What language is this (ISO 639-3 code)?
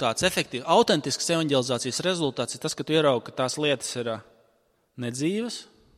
lav